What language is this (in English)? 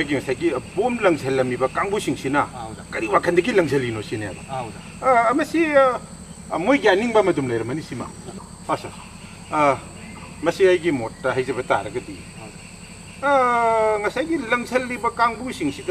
Manipuri